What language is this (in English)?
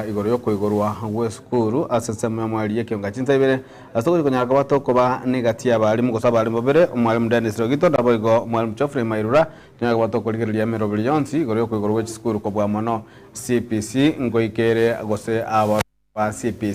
Gusii